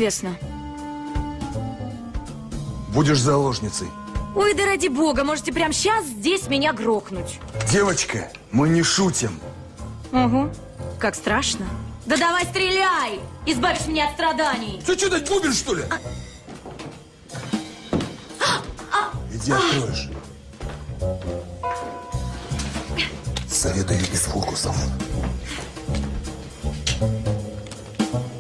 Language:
Russian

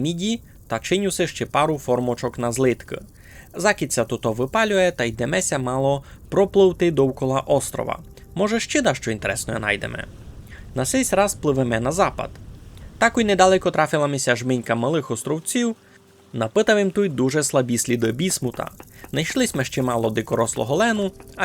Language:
Rusyn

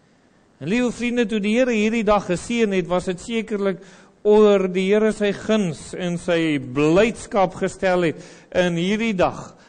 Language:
Afrikaans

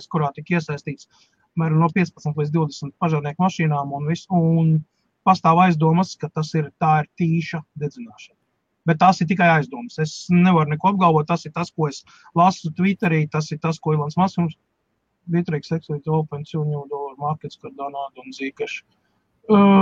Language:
Latvian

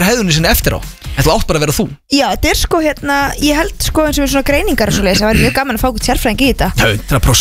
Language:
Icelandic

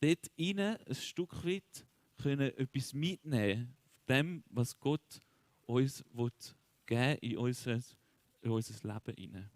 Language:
Swiss German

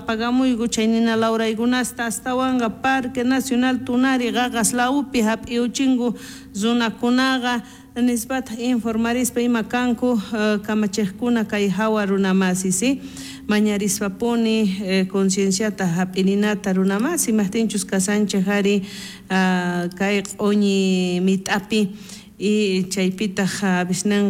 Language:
South Bolivian Quechua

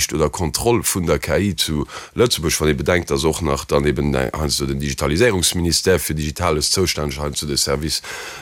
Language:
Luxembourgish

